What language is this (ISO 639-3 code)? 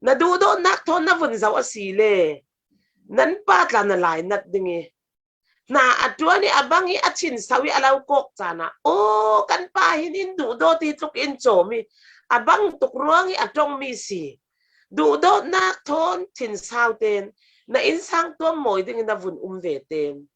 cfm